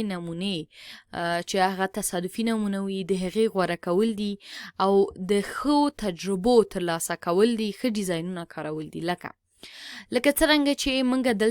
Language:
Pashto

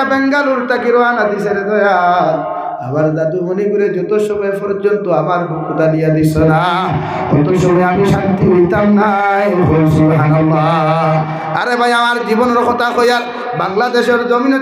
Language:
Sylheti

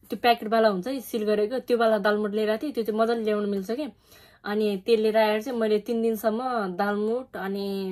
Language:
Nepali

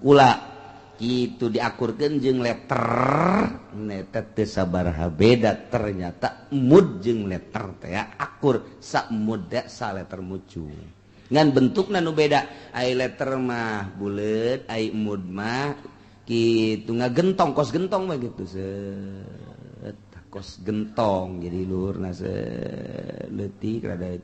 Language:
Sundanese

